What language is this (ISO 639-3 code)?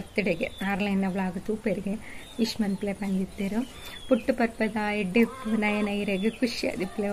tcy